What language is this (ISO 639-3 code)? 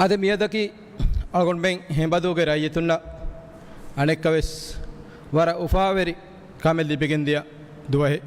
div